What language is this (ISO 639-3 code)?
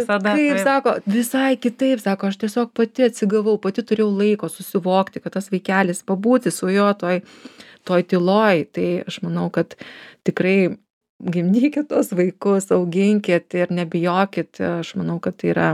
lit